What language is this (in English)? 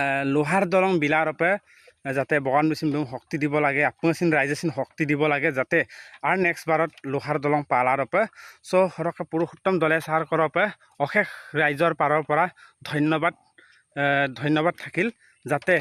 Assamese